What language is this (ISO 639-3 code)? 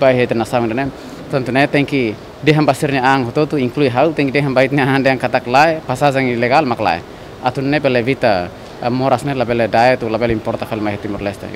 tet